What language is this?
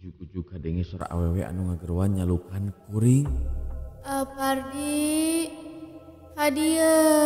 Sundanese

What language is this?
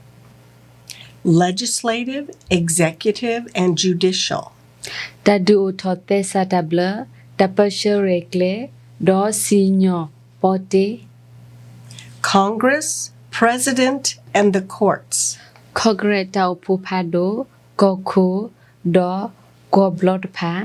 S'gaw Karen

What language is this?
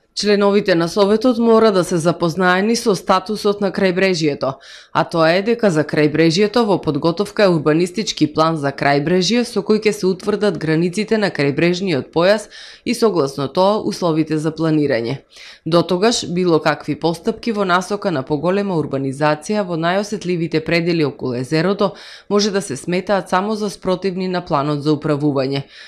Macedonian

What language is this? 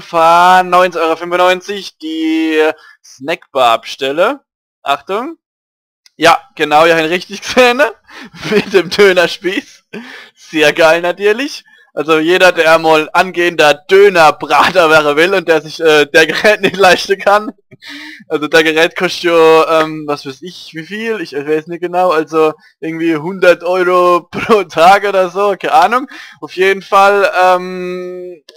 Palatine German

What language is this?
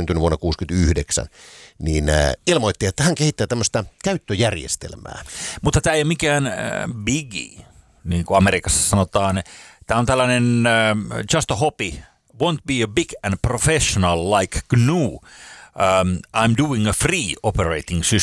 Finnish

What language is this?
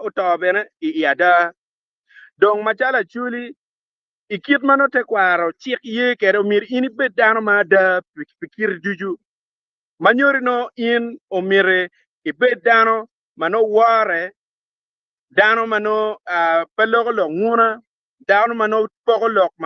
Acoli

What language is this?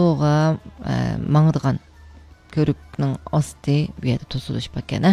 Uyghur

